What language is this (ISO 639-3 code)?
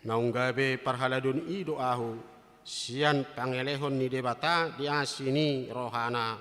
bbc